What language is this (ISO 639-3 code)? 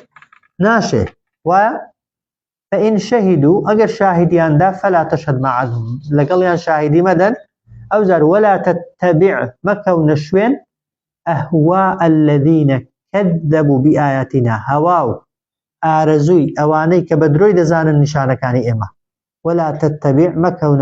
ckb